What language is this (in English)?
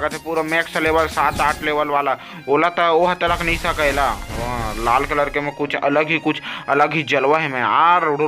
Chhattisgarhi